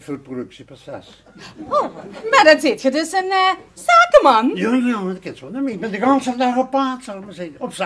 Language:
Limburgish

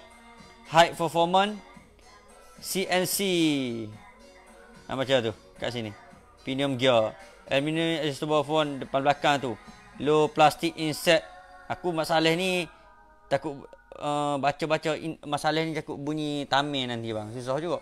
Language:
Malay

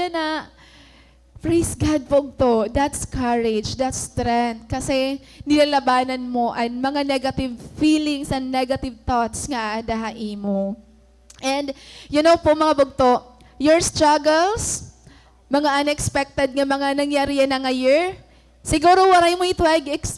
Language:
Waray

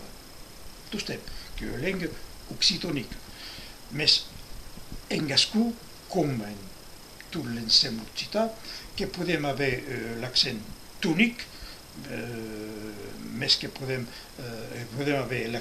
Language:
Occitan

